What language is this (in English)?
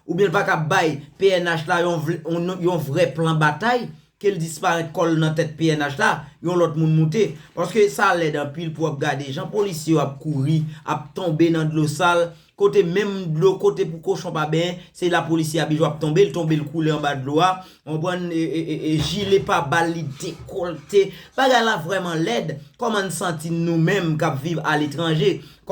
Haitian Creole